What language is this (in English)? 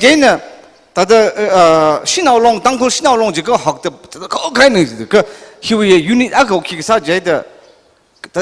Tangkhul Naga (India)